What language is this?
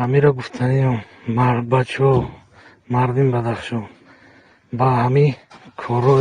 Tajik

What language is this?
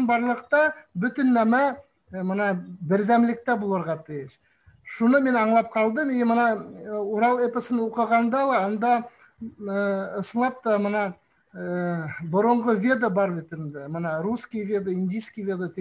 Bashkir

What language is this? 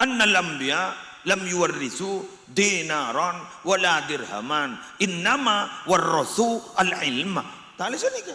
Madurese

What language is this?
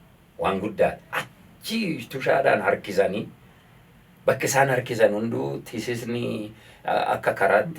Oromo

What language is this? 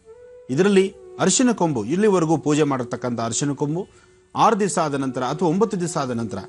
Kannada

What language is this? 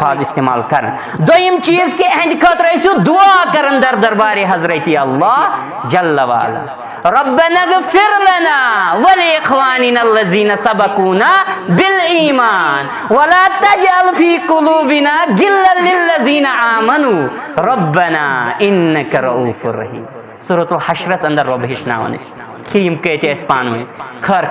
Kashmiri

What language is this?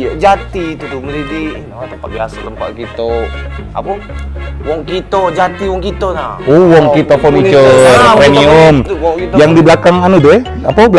Musi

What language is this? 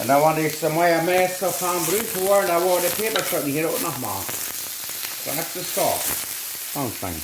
Plautdietsch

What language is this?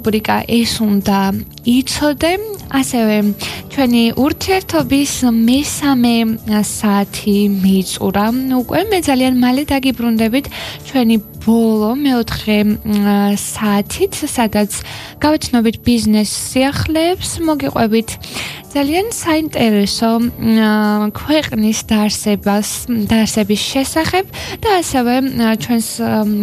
Georgian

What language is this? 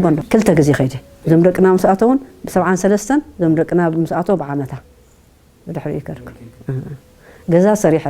Tigrinya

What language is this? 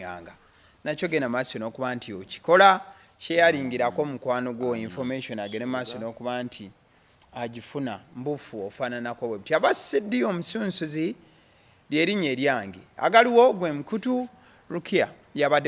Ganda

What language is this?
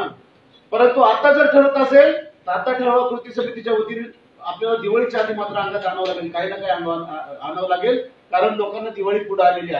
Marathi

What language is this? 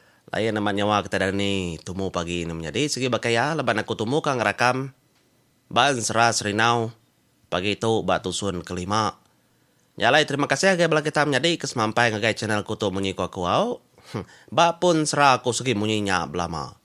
Iban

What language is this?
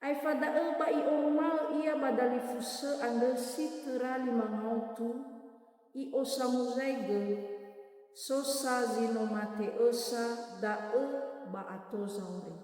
Nias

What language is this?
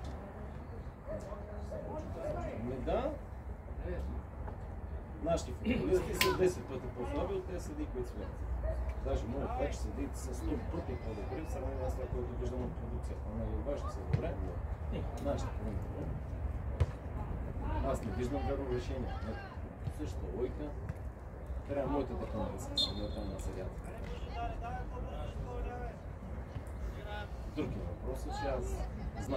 Bulgarian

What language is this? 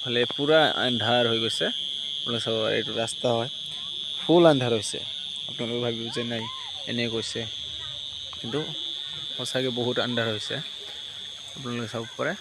Assamese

